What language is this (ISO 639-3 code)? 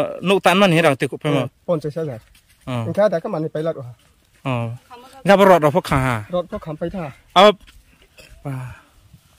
ria